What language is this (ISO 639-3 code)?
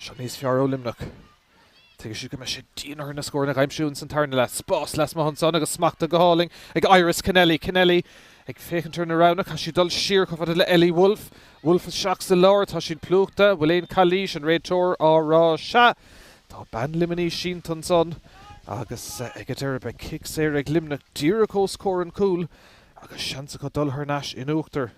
gle